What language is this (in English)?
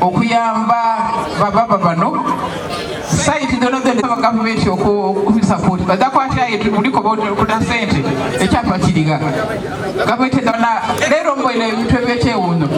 Soga